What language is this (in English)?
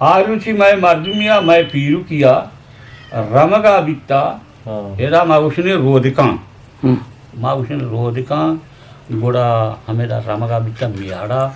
Eastern Balochi